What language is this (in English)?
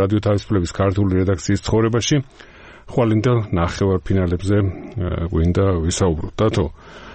Georgian